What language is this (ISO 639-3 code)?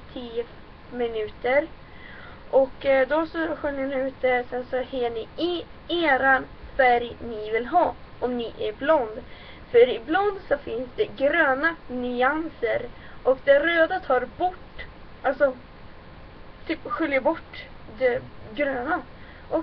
swe